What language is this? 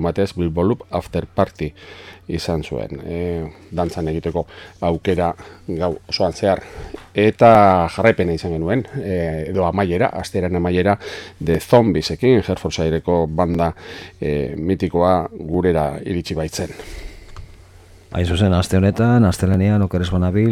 Basque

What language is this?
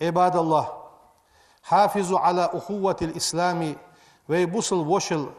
Ingush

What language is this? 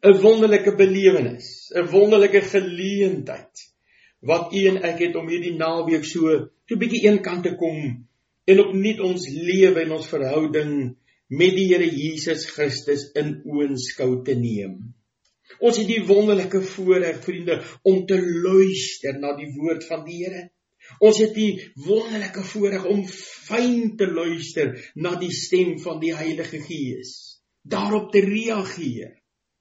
Afrikaans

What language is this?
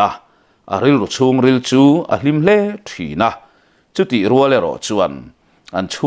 Mizo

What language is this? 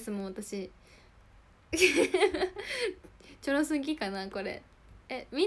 Japanese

